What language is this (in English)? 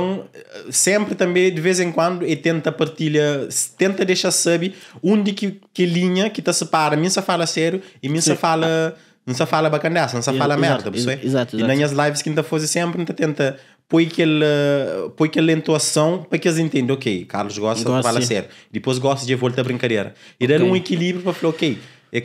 Kabuverdianu